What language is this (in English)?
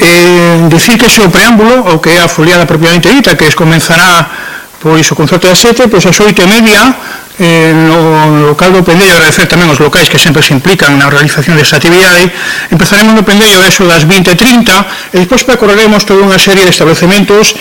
Galician